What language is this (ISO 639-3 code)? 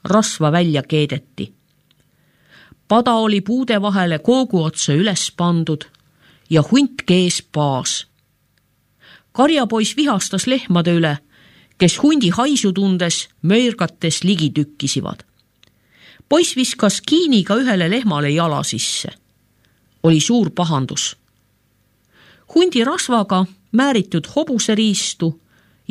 est